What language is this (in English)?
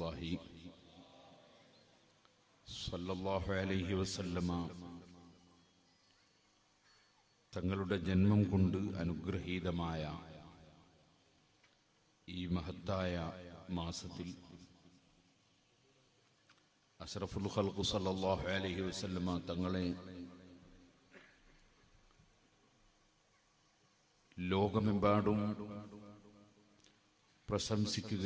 Malayalam